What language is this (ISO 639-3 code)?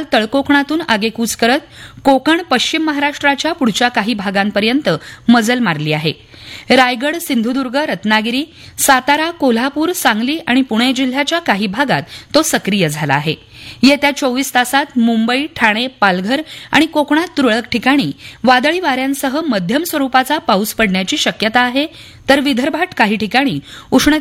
mar